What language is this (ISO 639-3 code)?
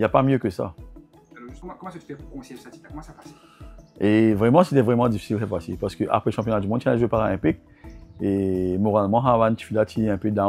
mfe